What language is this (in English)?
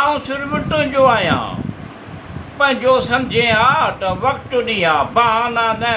Sindhi